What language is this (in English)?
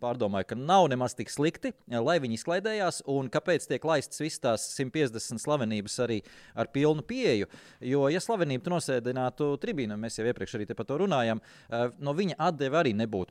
Latvian